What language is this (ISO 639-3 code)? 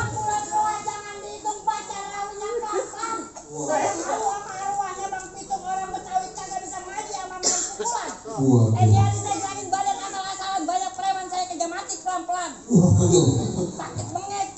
bew